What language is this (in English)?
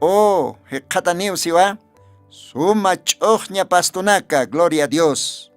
Aymara